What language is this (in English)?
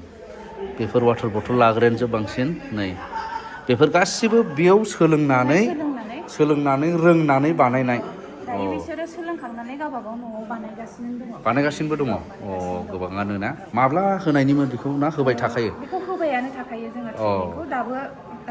Bodo